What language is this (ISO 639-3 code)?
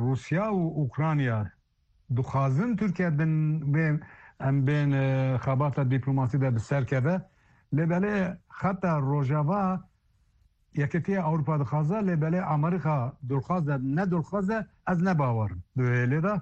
kur